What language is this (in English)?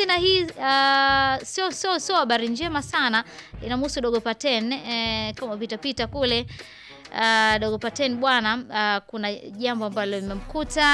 Swahili